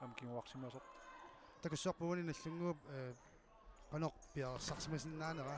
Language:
Kalaallisut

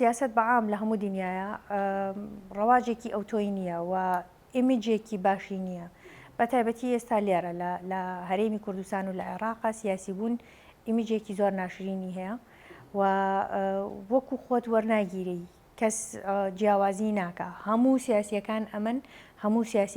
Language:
Central Kurdish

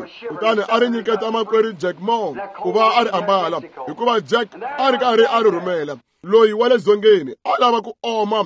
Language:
Tsonga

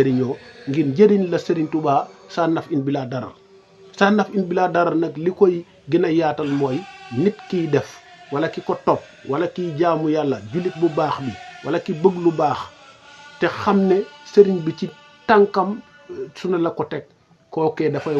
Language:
Wolof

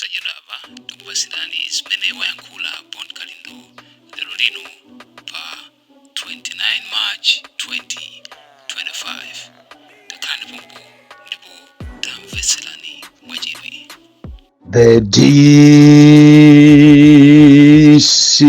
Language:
Nyanja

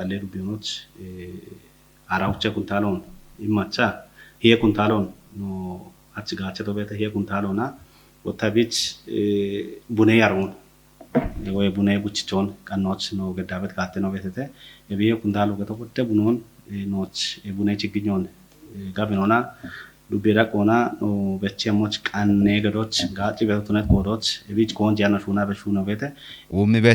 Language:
Kafa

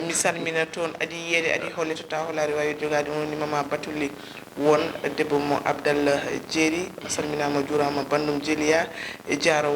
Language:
Fula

